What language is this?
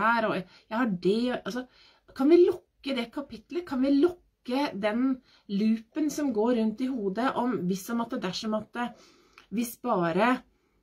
Norwegian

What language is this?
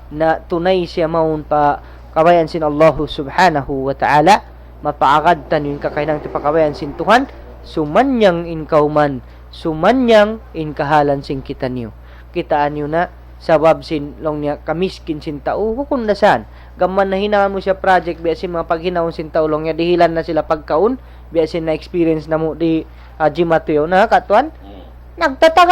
Tausug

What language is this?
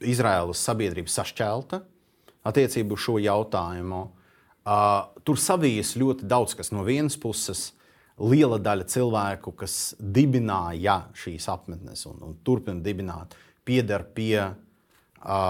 Latvian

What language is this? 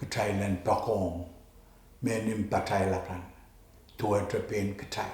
Pohnpeian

